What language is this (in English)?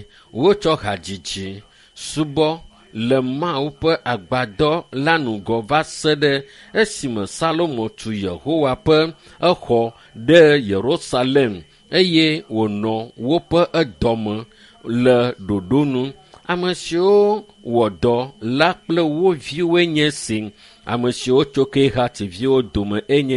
Ewe